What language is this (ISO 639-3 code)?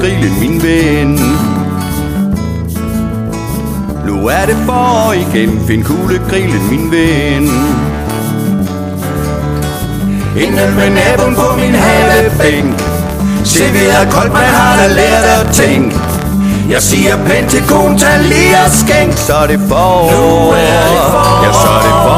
dan